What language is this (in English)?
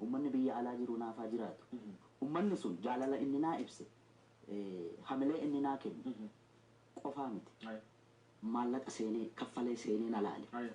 Oromo